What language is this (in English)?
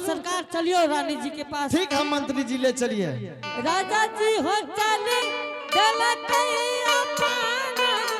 Angika